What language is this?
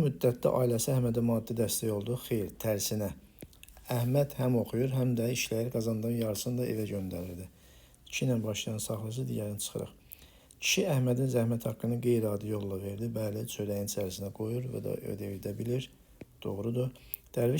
Azerbaijani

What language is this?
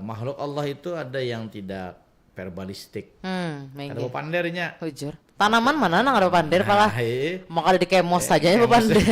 Banjar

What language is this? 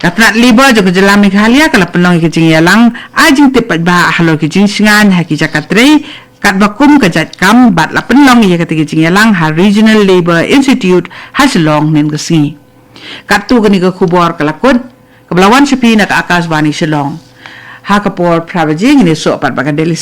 Khasi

